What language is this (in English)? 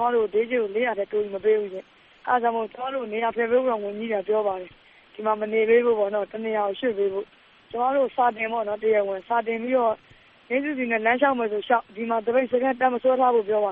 Burmese